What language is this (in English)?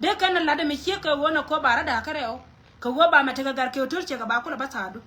Nuer